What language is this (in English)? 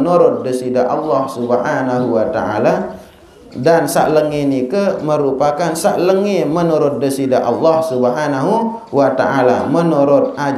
Sasak